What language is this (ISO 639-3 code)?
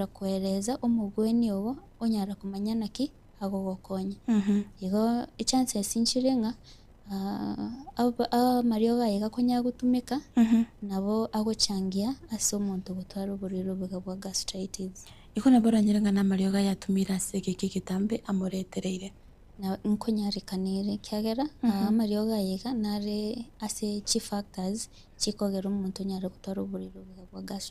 guz